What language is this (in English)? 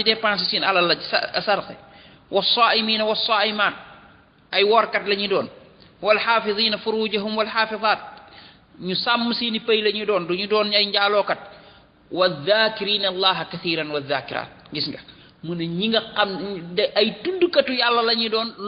Wolof